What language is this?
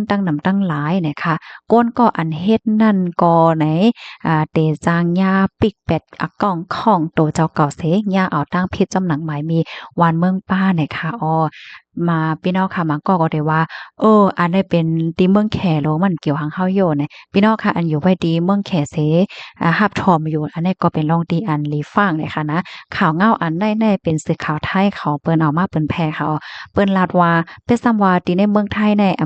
Shan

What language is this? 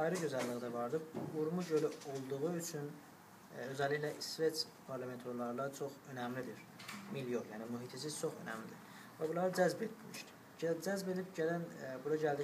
South Azerbaijani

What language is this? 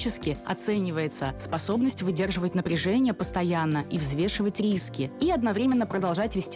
Russian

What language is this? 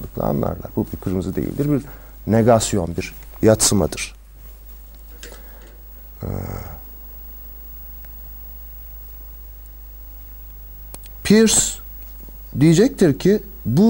Turkish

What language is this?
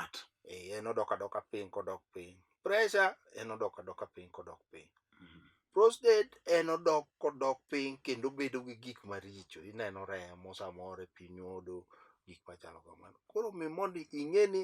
Luo (Kenya and Tanzania)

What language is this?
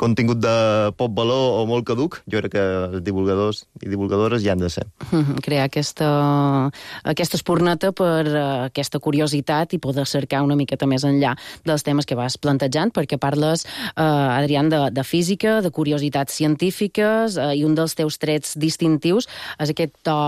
Catalan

